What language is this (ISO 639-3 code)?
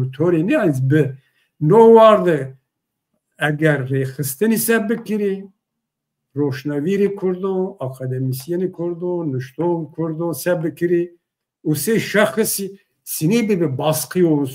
zza